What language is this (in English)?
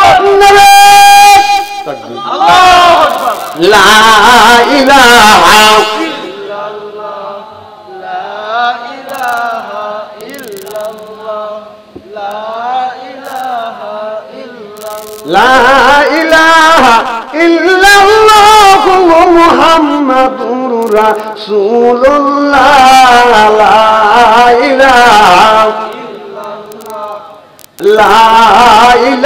Bangla